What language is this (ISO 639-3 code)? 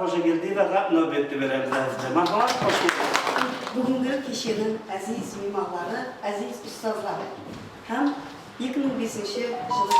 kaa